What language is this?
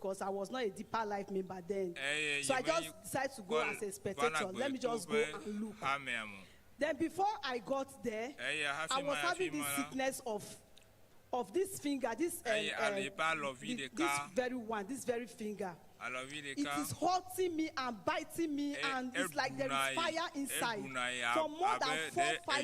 Ewe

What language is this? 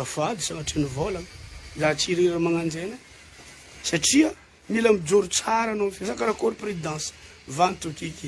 Malagasy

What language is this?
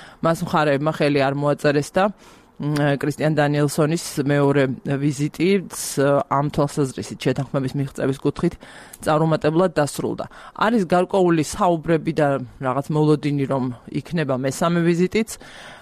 Georgian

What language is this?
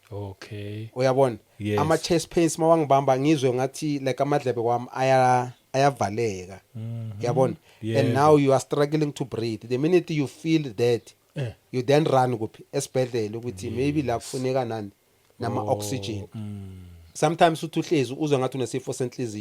Zulu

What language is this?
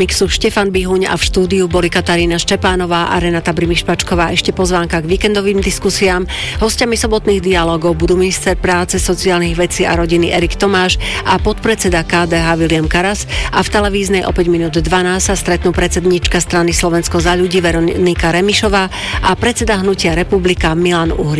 Slovak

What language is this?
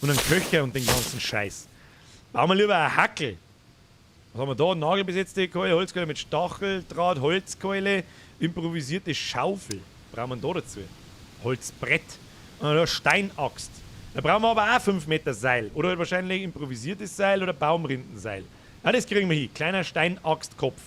Bavarian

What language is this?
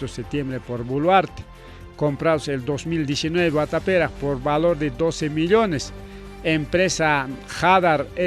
Ayacucho Quechua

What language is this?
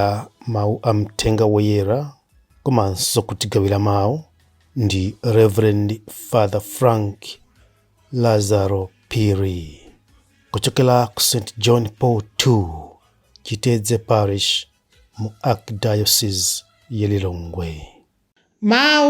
Nyanja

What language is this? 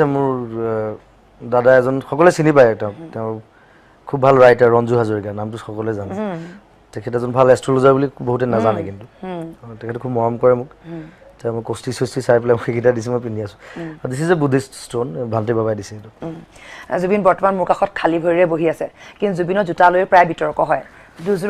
Assamese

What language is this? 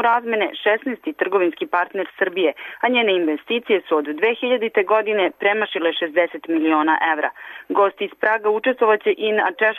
Serbian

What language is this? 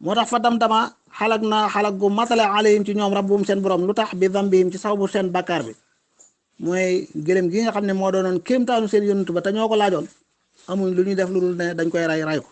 Wolof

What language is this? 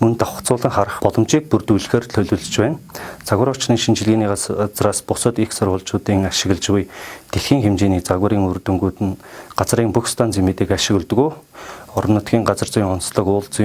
Mongolian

